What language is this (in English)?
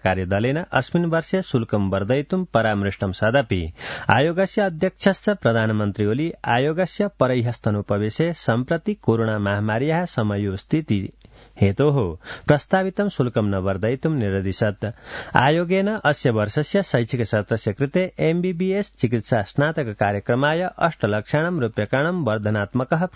Sanskrit